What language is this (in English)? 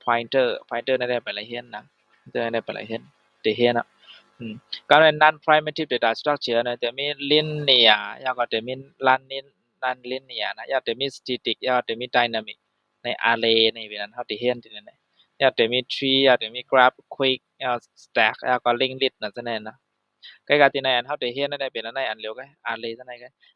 Shan